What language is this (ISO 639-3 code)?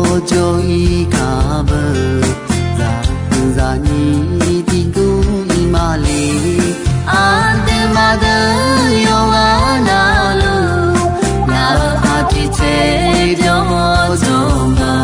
ahk